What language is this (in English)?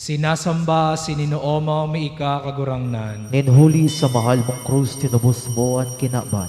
Bikol